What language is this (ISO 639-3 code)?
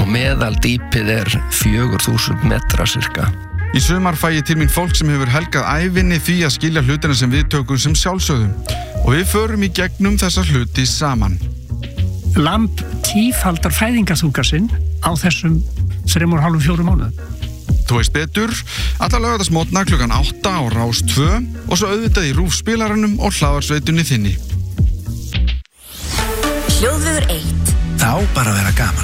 isl